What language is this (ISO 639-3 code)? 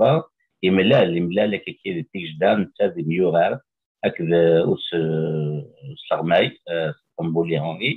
kab